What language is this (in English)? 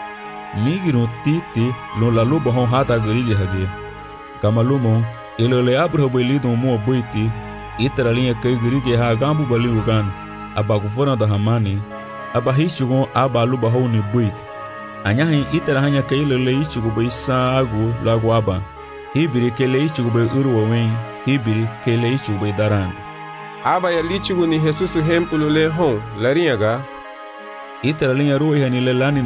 Garifuna